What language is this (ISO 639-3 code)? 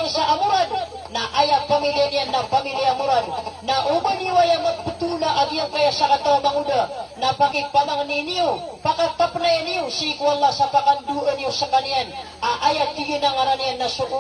mrw